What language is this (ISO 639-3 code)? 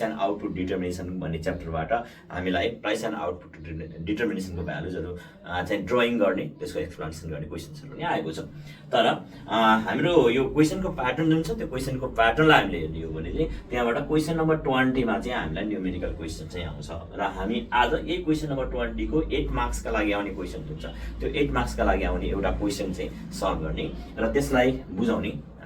nep